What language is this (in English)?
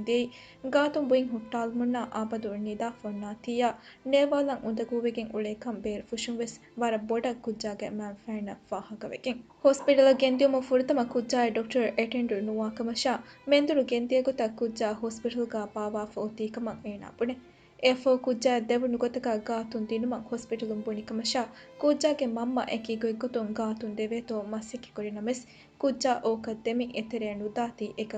Divehi